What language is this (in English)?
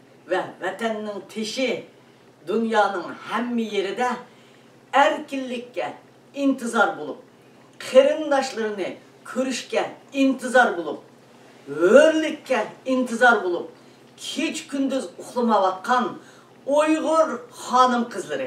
Uyghur